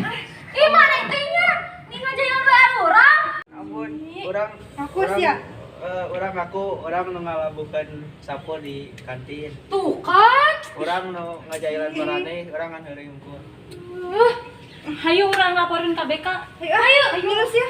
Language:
Sundanese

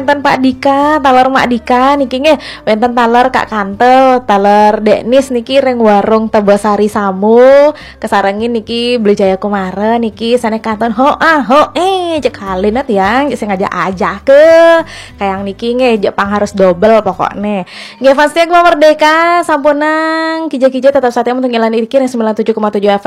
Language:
Balinese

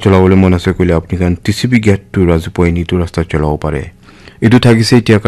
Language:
Naga Pidgin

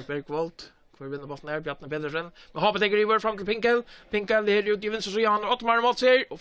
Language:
Faroese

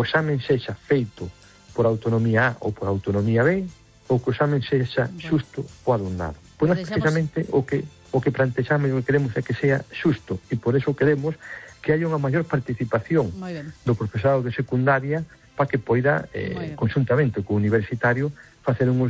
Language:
Galician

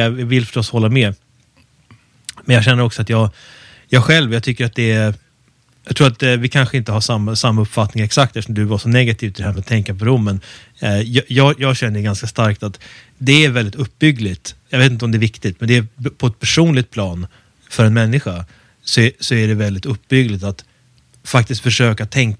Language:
Swedish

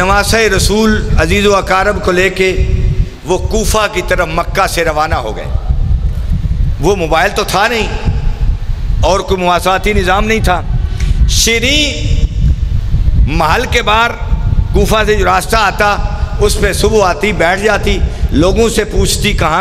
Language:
Urdu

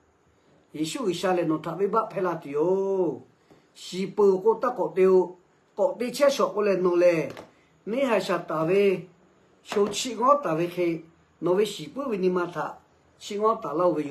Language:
Lahu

